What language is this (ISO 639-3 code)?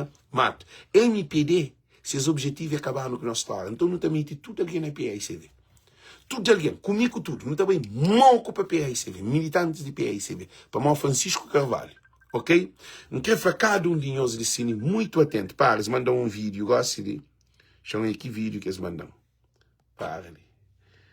kea